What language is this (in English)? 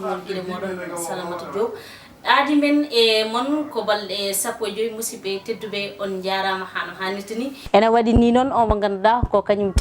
Fula